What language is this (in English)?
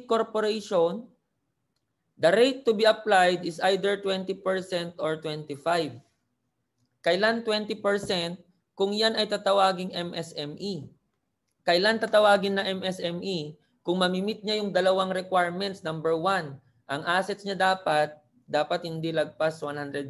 Filipino